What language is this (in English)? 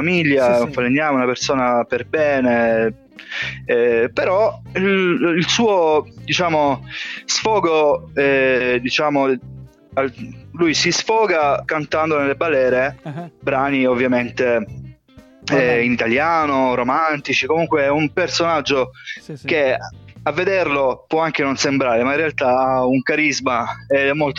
Italian